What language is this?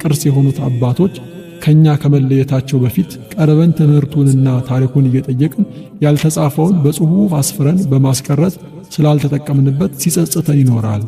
Amharic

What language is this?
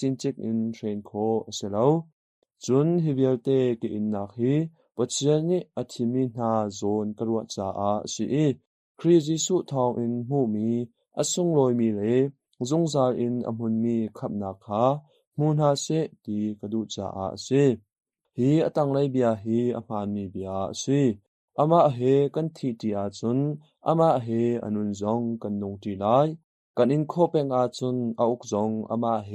Hakha Chin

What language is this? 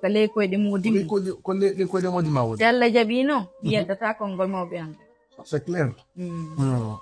Fula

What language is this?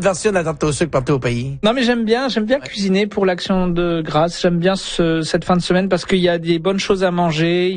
French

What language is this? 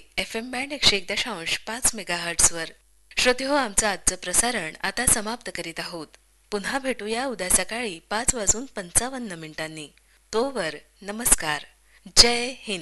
Marathi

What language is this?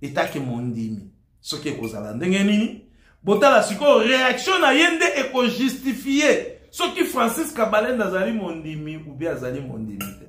Lingala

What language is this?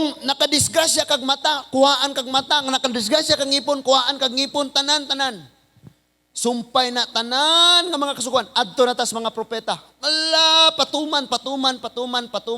Cebuano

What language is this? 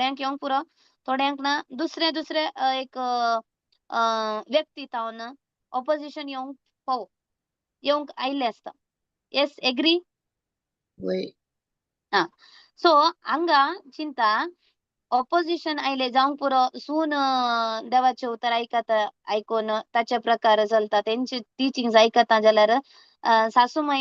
Konkani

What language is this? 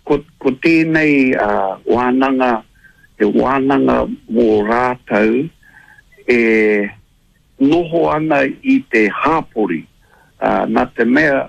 Māori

